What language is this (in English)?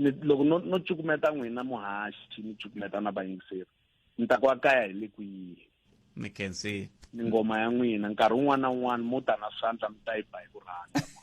Tsonga